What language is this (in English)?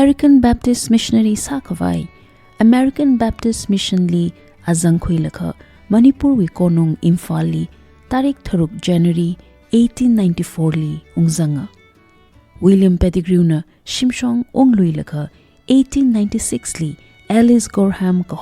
Tangkhul Naga (India)